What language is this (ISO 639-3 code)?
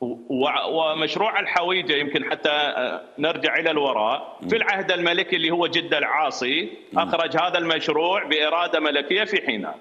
acm